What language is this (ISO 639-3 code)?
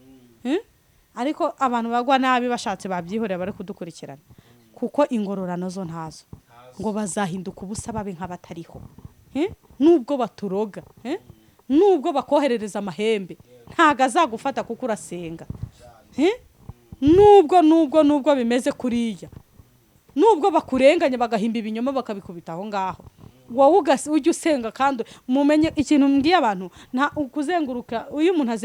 kin